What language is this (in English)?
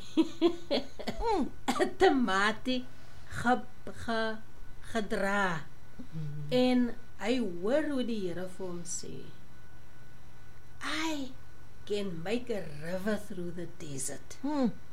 Afrikaans